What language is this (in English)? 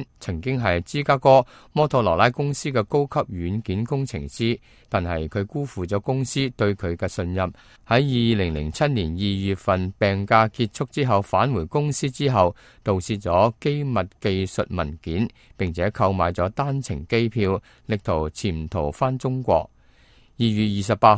Cantonese